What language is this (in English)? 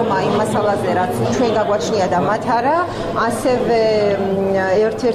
Georgian